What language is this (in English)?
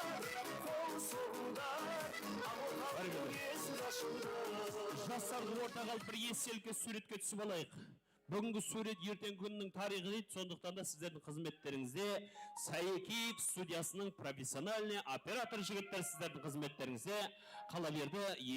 Kara-Kalpak